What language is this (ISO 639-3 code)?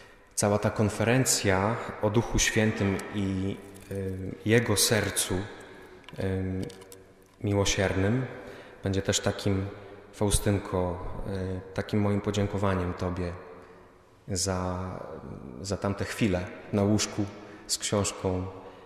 pol